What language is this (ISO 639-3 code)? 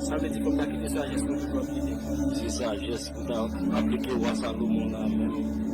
hat